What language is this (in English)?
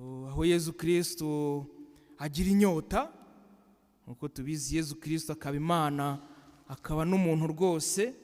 Kinyarwanda